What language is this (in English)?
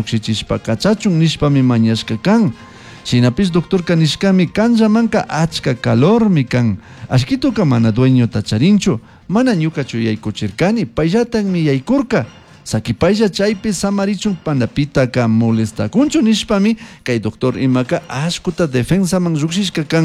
Chimborazo Highland Quichua